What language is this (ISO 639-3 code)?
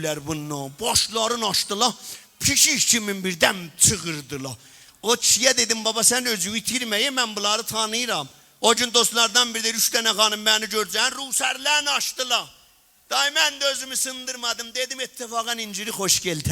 azb